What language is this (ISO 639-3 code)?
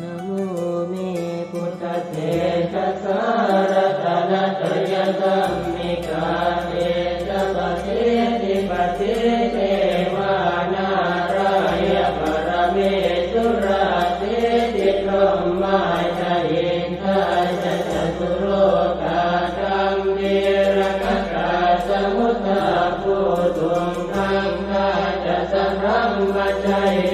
pli